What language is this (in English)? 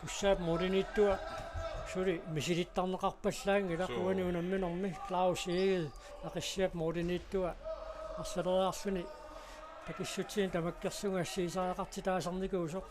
Kalaallisut